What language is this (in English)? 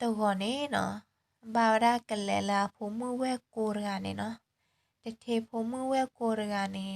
S'gaw Karen